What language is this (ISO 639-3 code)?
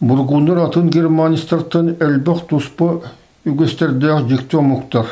sah